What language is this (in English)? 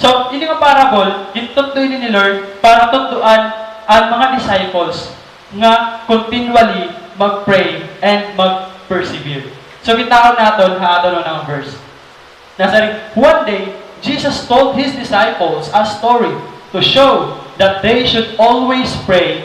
Waray